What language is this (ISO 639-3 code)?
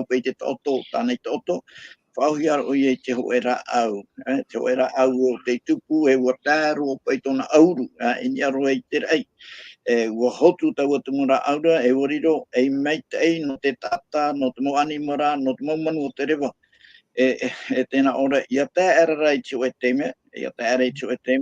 tah